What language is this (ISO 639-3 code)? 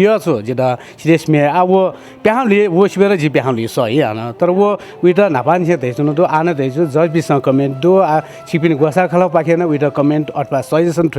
new